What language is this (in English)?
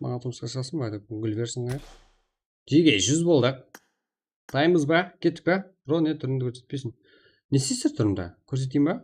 Kara-Kalpak